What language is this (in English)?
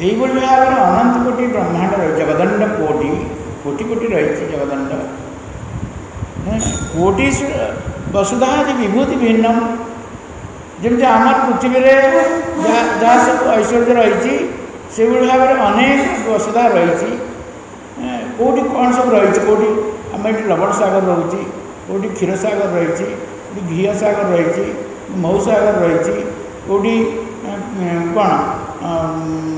Odia